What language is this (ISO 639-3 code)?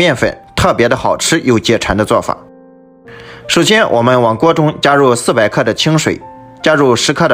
zho